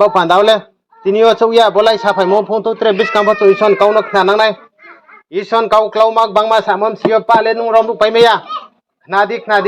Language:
Riang (India)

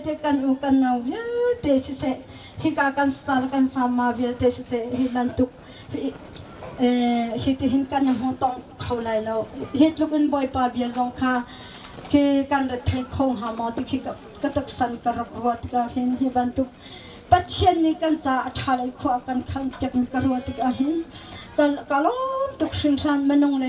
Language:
Hakha Chin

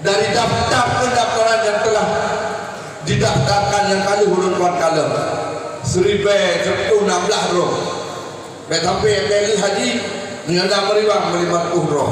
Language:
Achinese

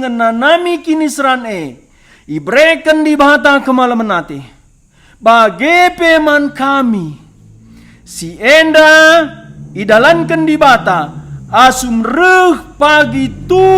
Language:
Batak Karo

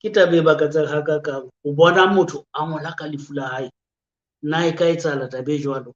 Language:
Southern Sotho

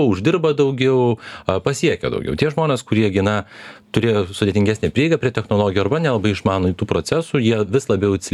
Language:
Lithuanian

